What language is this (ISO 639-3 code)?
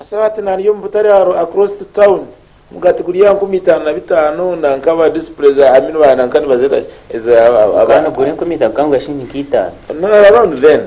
nyn